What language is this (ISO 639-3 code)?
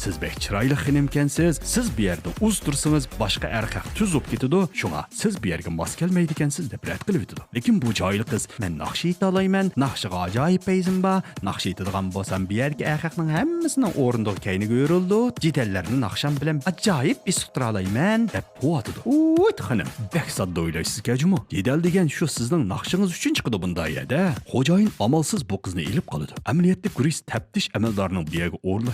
uig